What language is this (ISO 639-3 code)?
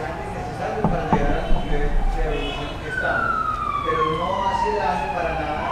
spa